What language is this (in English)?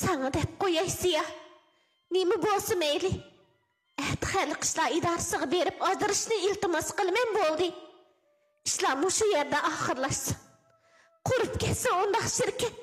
Uyghur